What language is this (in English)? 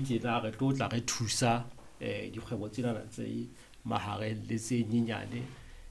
Southern Sotho